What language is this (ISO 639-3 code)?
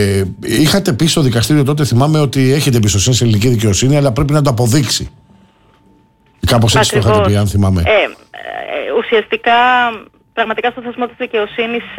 ell